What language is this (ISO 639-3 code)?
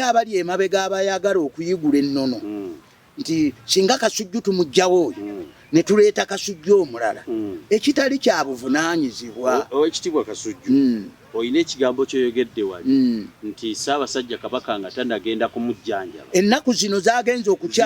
lug